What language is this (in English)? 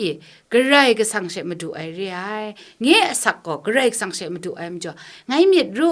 Kachin